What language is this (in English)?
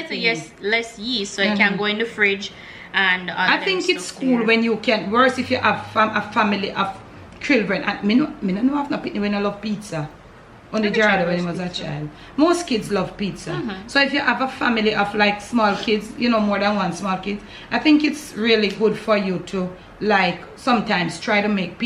Jamaican Creole English